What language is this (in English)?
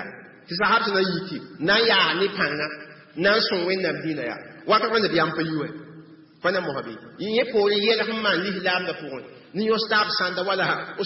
Mossi